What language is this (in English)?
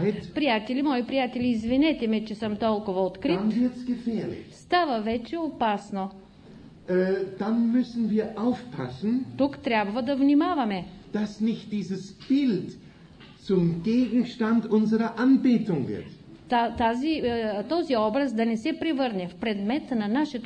Bulgarian